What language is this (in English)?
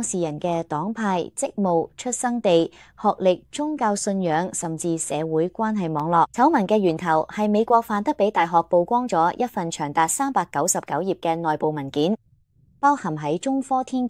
Cantonese